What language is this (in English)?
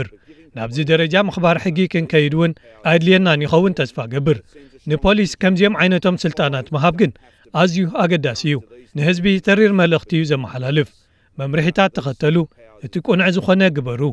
Tigrinya